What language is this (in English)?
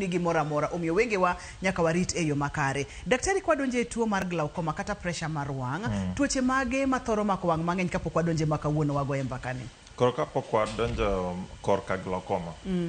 Luo (Kenya and Tanzania)